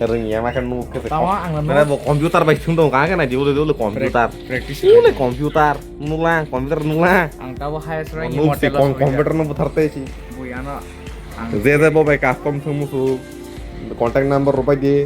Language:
Kok Borok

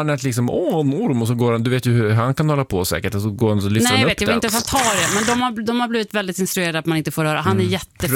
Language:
Swedish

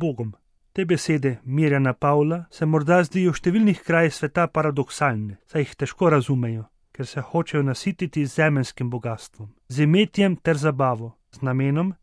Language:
Slovenian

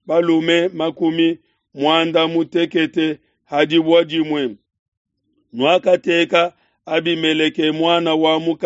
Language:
Luba-Lulua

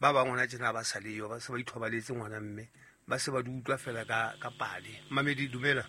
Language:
Southern Sotho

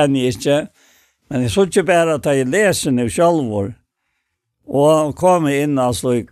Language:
Faroese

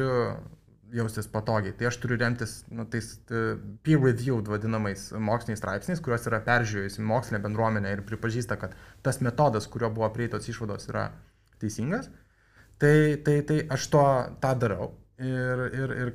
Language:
Lithuanian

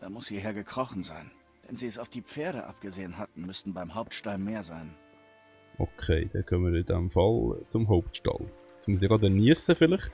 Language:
Swiss German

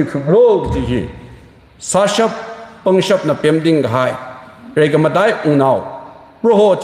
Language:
Tangkhul Naga (India)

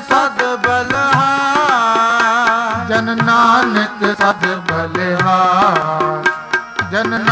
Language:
Punjabi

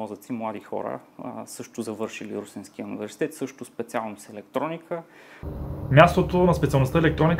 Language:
Bulgarian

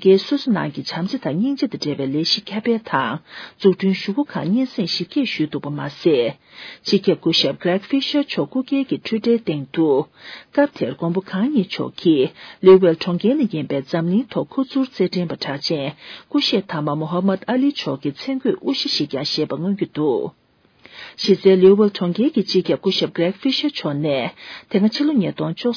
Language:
Tibetan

